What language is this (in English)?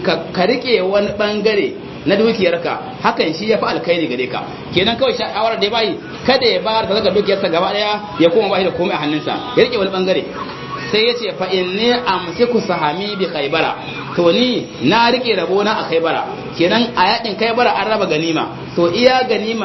Hausa